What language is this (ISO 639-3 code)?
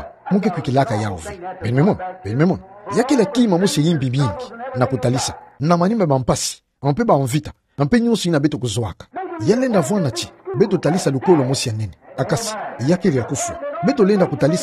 ktu